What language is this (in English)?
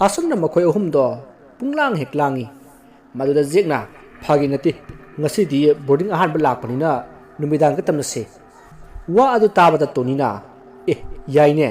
Manipuri